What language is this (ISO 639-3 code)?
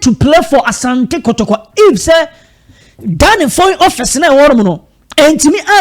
aka